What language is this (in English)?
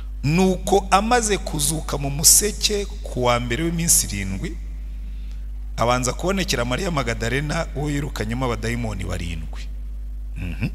Kinyarwanda